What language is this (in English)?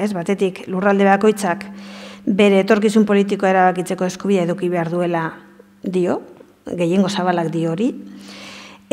Basque